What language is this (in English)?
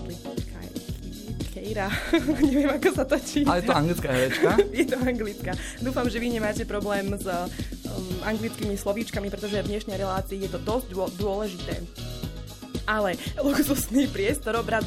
Slovak